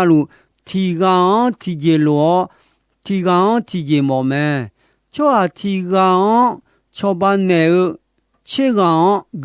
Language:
Akha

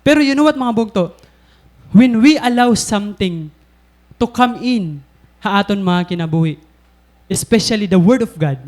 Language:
Waray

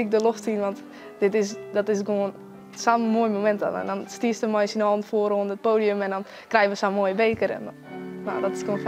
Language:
Western Frisian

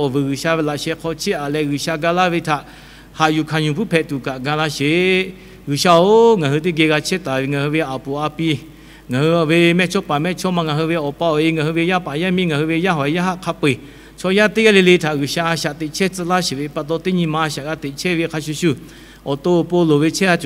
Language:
Lahu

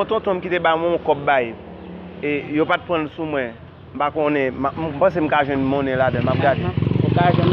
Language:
Haitian Creole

